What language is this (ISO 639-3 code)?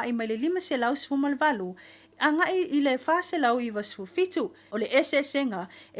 smo